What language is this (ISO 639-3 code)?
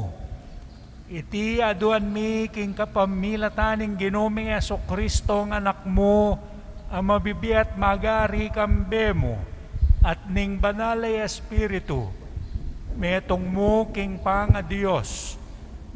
pam